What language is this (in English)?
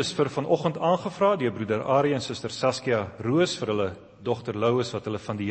Afrikaans